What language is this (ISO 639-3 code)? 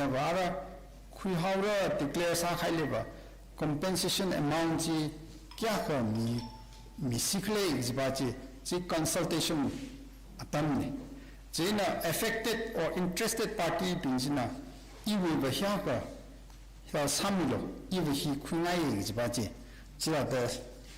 nmf